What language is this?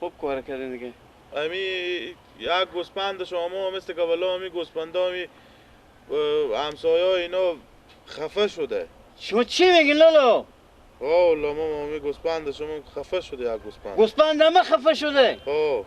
Persian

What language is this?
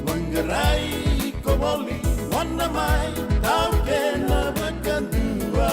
Fijian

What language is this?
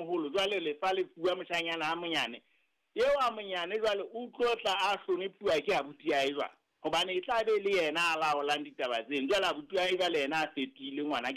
Southern Sotho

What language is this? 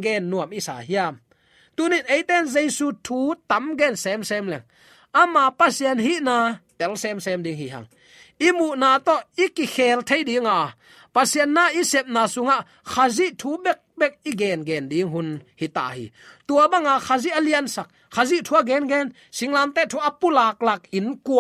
Tedim Chin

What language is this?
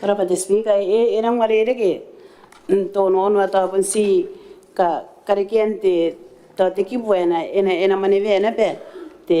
Gilbertese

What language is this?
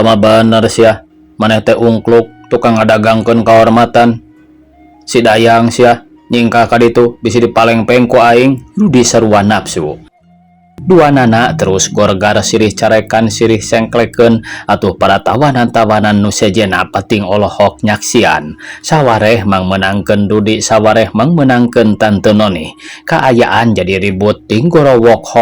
Sundanese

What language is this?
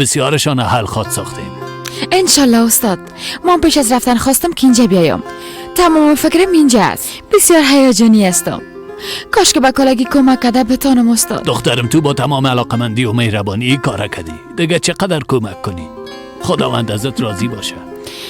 Persian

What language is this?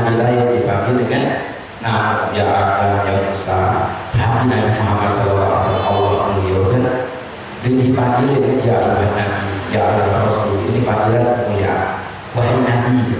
Musi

